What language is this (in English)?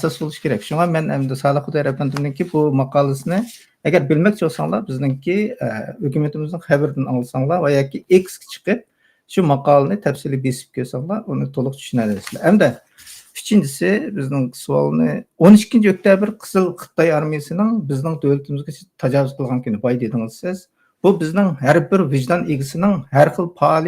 Uyghur